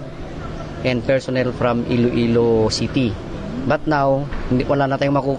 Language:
Hiligaynon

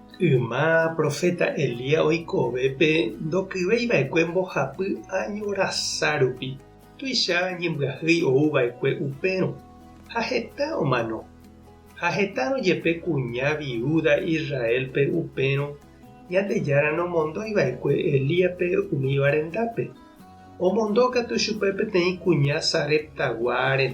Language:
Guarani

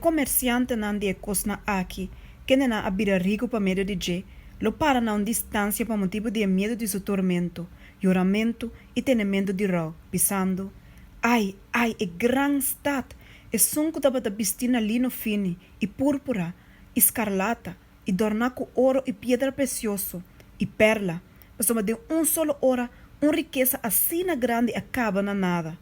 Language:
Papiamento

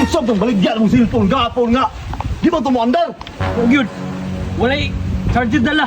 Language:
Cebuano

